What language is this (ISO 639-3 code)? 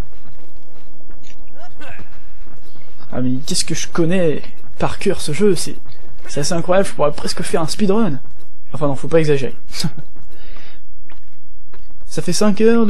fra